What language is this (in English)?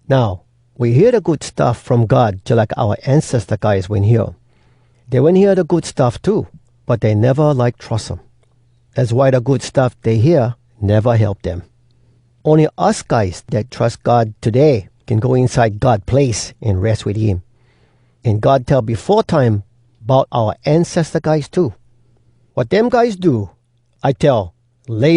Hawai'i Creole English